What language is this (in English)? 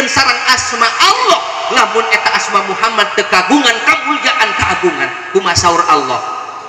Sundanese